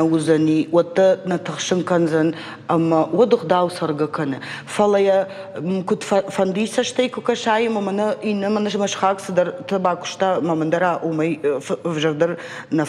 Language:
Ossetic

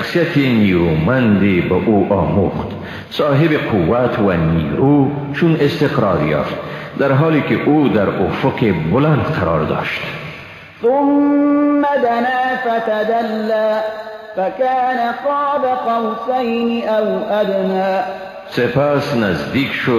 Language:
Persian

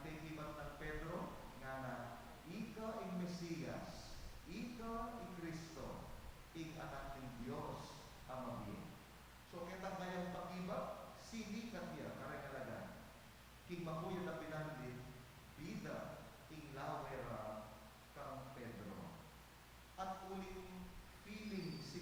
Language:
Pampanga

